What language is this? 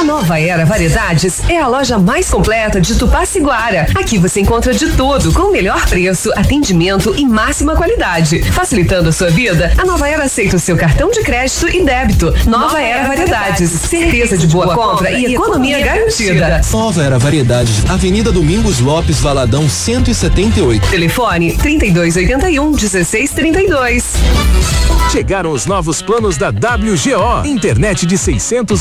Portuguese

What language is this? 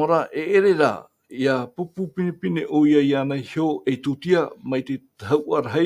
Tahitian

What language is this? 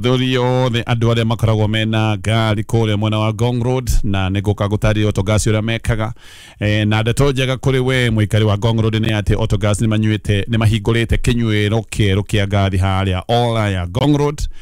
Kikuyu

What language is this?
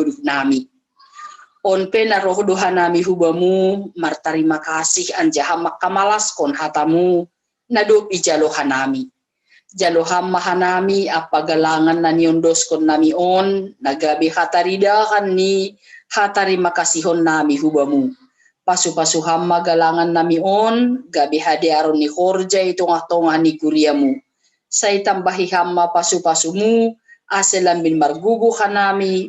Batak Simalungun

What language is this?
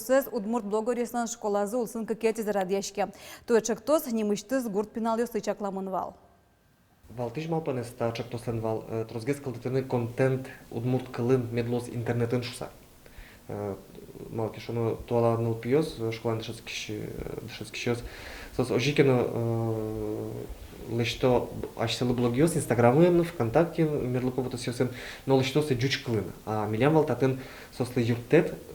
Udmurt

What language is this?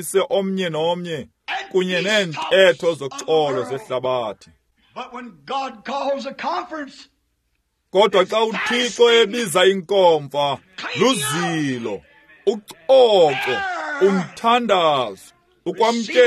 Xhosa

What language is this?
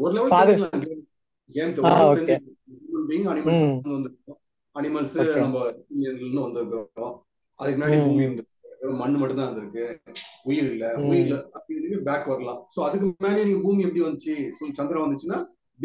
Tamil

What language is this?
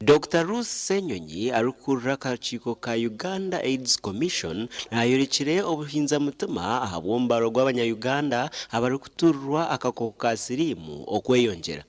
Nyankole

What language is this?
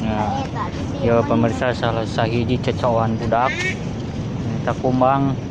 Sundanese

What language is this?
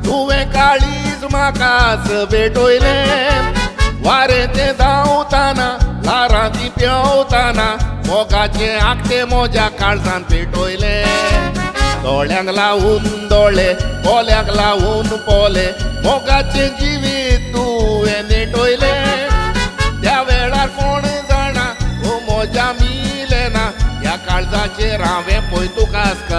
Konkani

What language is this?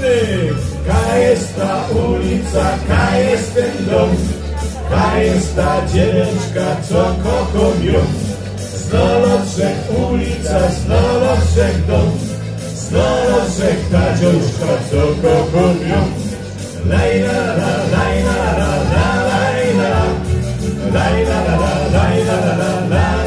Polish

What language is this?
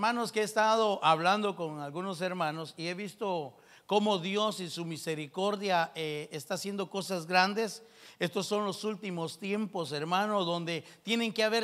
Spanish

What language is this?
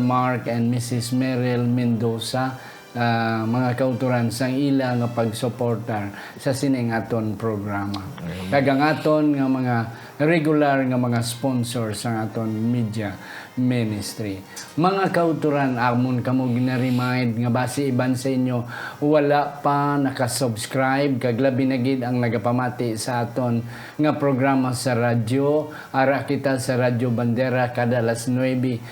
Hiligaynon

